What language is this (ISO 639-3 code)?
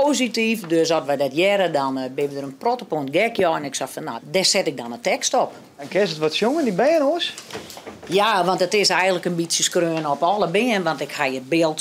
fry